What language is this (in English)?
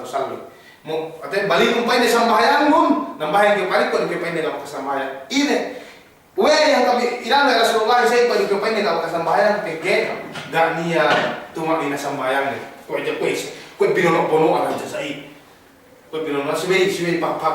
Yakan